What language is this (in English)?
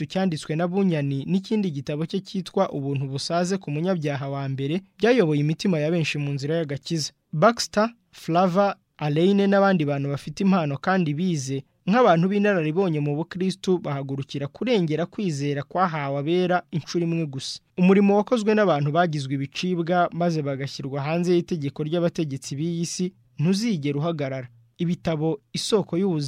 Kinyarwanda